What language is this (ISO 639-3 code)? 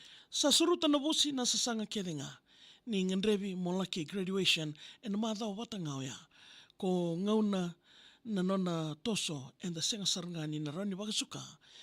fij